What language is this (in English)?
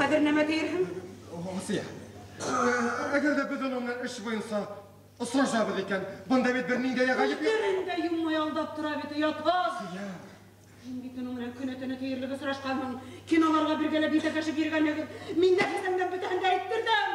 Bashkir